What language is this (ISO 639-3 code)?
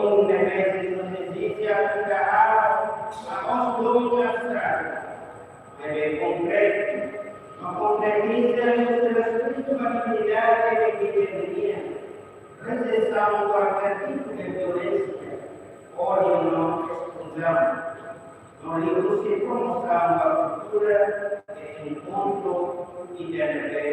tet